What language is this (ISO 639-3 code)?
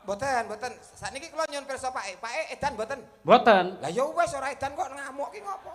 jav